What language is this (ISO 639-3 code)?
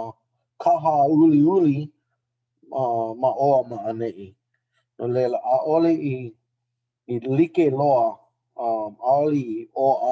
haw